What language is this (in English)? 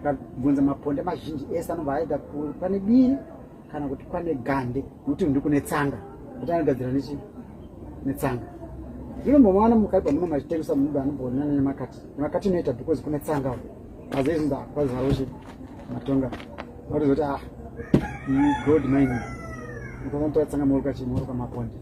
Shona